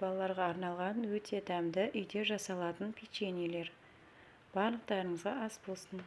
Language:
Kazakh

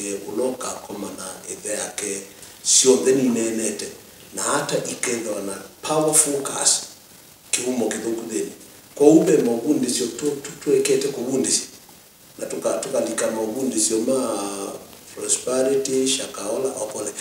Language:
Kamba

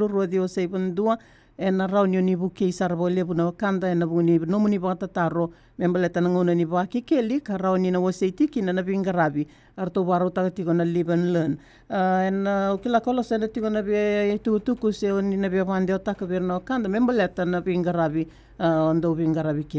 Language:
Fijian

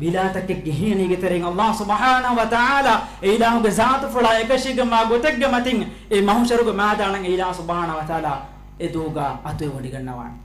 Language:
Divehi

